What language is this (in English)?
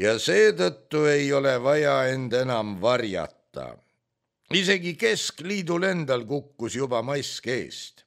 Estonian